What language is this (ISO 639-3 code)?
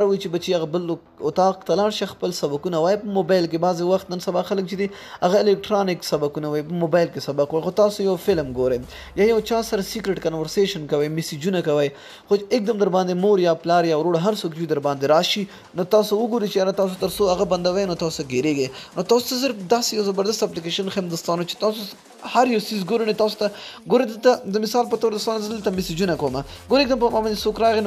pus